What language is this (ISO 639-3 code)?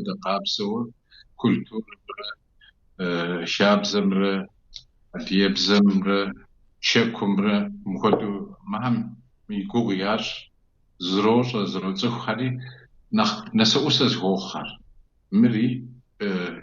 kbd